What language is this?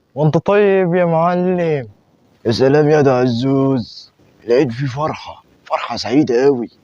Egyptian Arabic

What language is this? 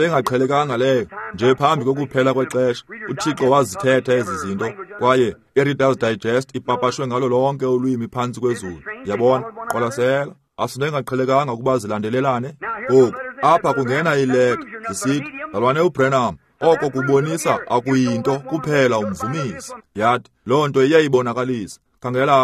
Xhosa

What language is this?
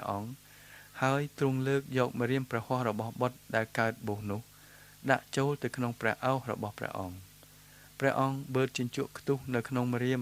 Khmer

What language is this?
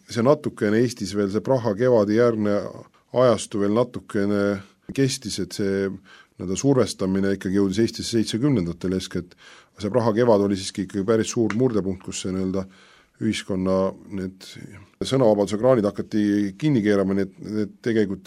Estonian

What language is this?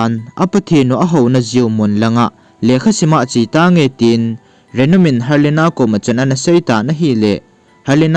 Thado Chin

